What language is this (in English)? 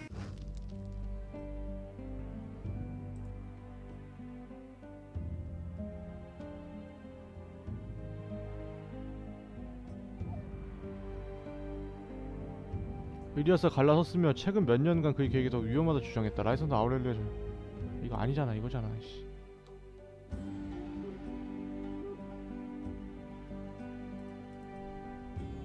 Korean